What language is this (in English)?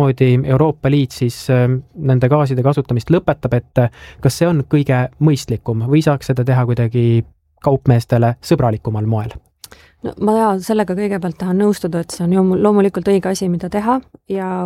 Estonian